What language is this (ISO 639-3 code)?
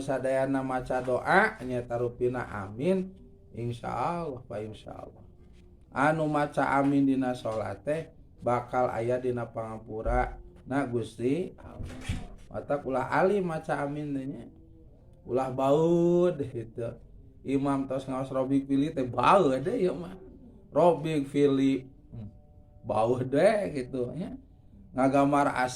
sun